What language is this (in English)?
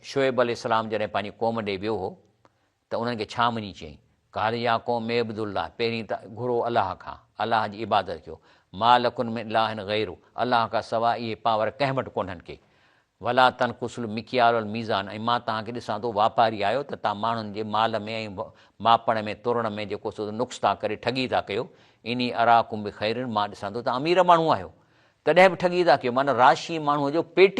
Sindhi